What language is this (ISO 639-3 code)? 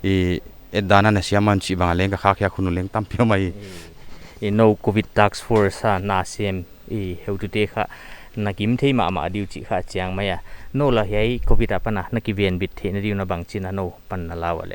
pck